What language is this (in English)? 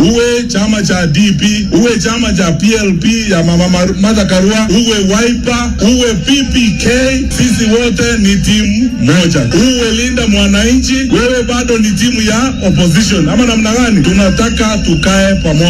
Swahili